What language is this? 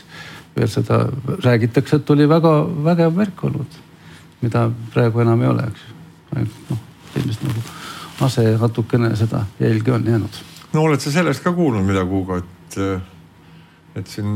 Estonian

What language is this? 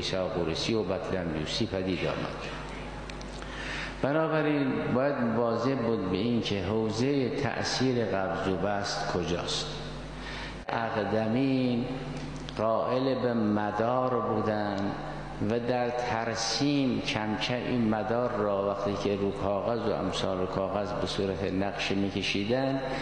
Persian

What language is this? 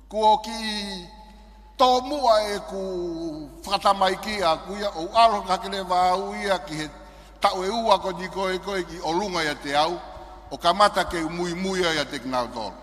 Tongan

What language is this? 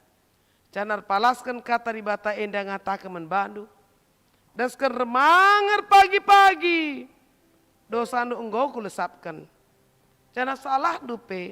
Batak Karo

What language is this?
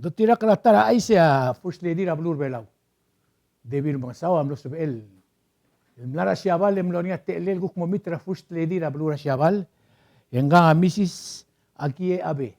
Palauan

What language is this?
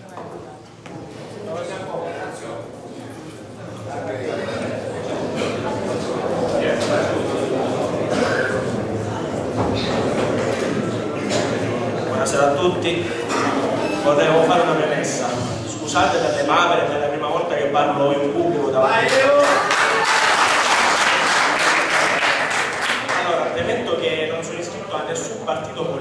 Italian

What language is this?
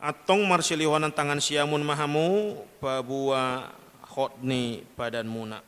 Batak Toba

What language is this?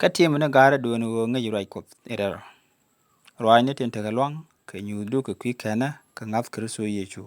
Nuer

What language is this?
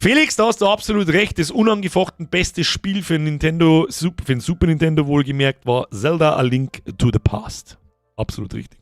Bavarian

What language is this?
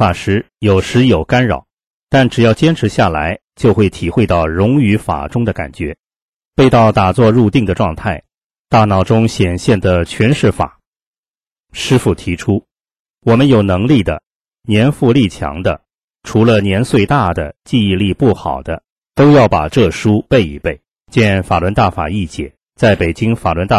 Chinese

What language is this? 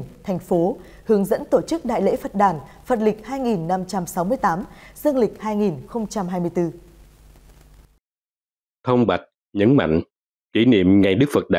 Vietnamese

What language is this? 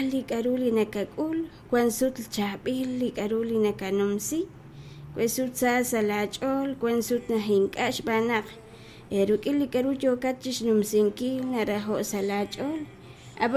Kekchí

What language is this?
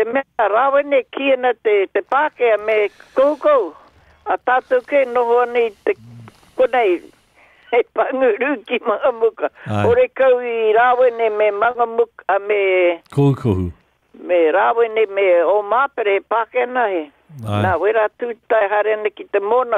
Māori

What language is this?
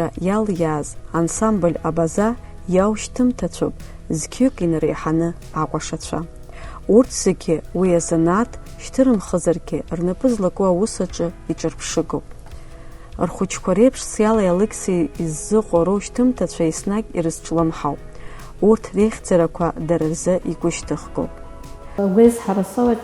Abkhazian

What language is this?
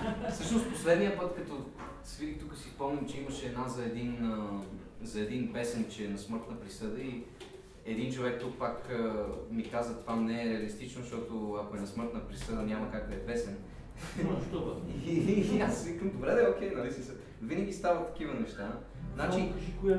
Bulgarian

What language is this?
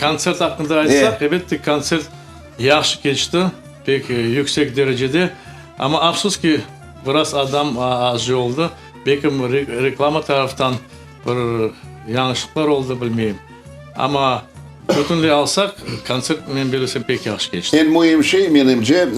Crimean Tatar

